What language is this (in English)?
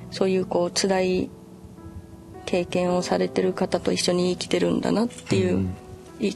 Japanese